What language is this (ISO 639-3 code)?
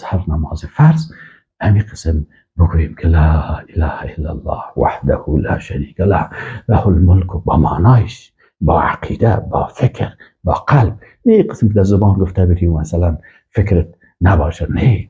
fas